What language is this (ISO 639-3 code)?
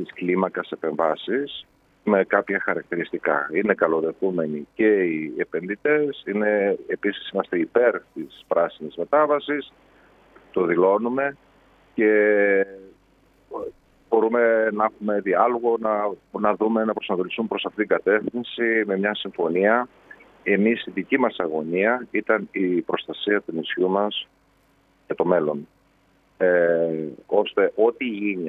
ell